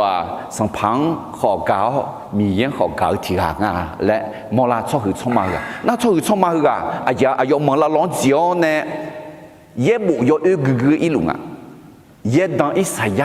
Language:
Akha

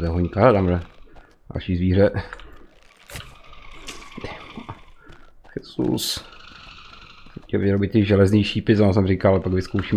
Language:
Czech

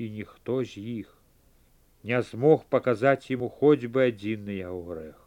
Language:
Belarusian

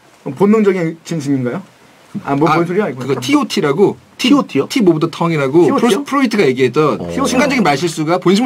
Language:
Korean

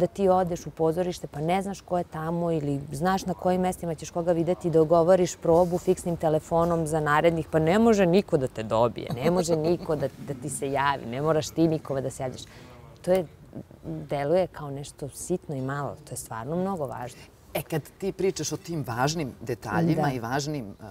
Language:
Serbian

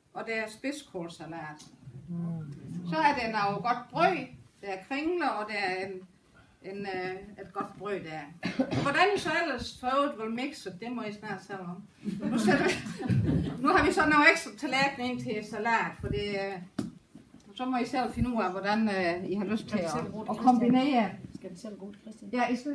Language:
Danish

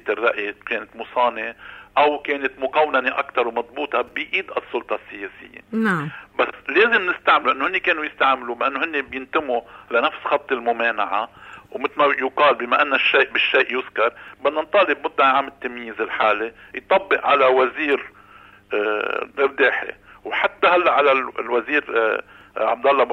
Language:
North Levantine Arabic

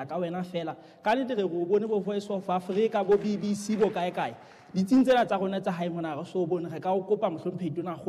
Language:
Southern Sotho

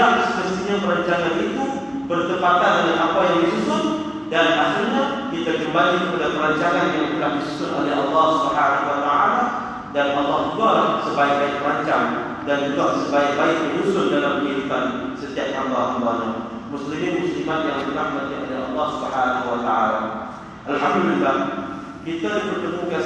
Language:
Malay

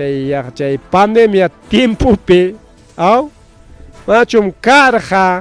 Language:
Ayacucho Quechua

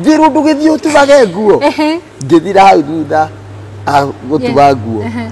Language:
Kikuyu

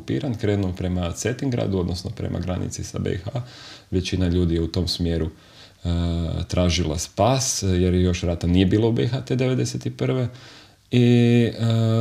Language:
Croatian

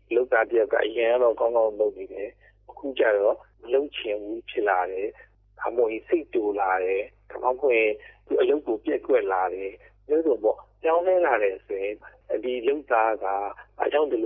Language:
Burmese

